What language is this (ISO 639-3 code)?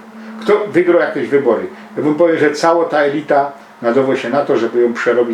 szl